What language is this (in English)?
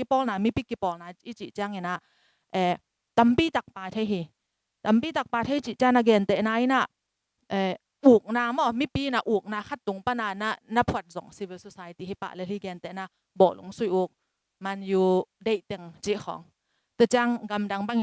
Tedim Chin